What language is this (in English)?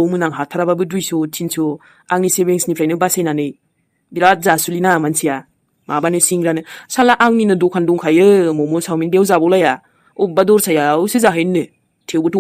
Bodo